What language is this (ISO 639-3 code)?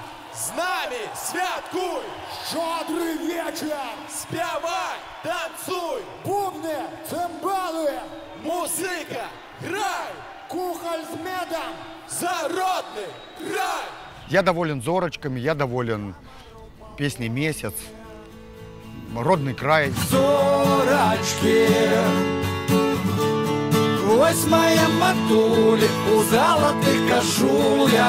rus